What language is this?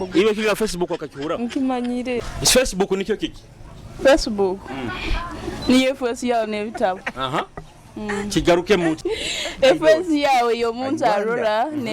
Nyoro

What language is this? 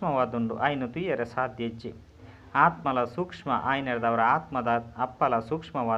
Tulu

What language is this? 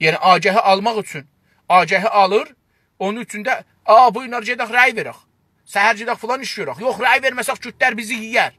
South Azerbaijani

